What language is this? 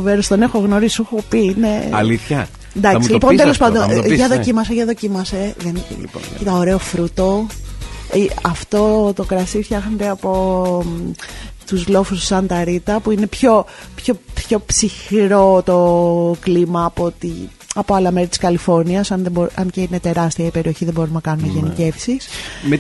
Greek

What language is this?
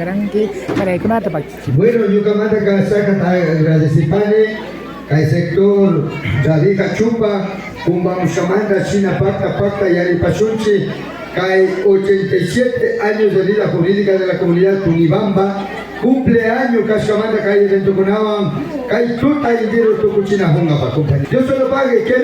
Imbabura Highland Quichua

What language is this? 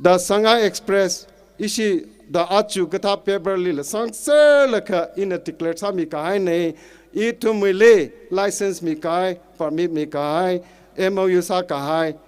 Tangkhul Naga (India)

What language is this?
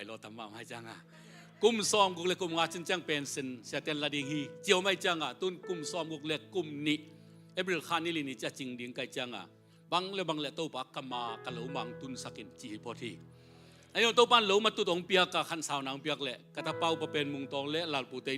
Tedim Chin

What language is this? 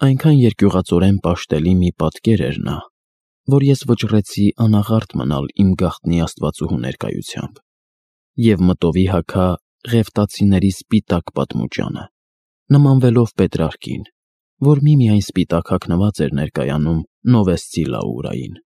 Armenian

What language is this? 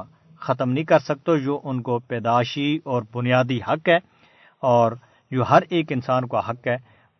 Gujari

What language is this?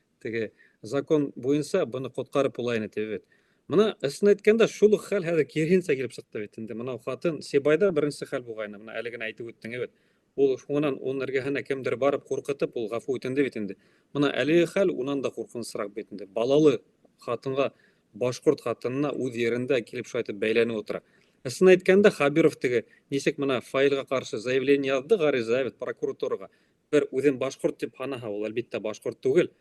Bashkir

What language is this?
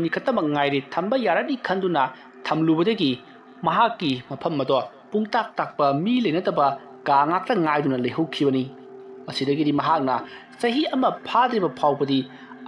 Manipuri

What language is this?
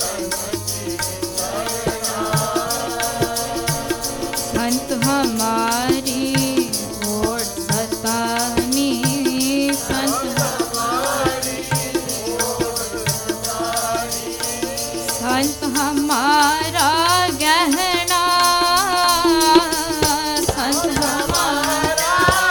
Hindi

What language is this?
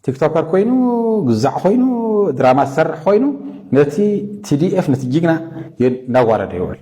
Tigrinya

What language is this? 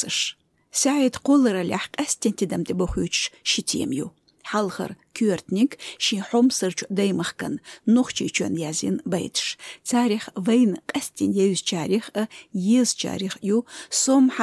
Chechen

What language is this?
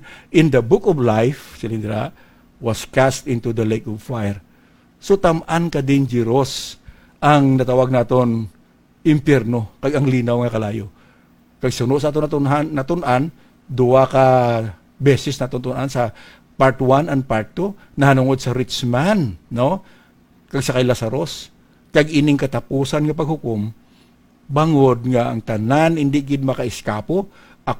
Hiligaynon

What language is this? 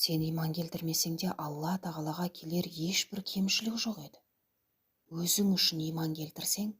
Kazakh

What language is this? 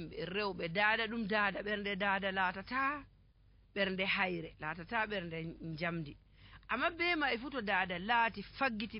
Nigerian Fulfulde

